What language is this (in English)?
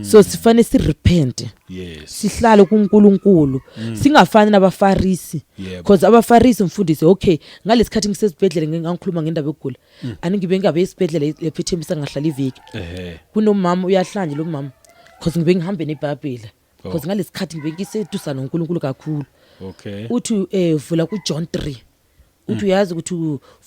Zulu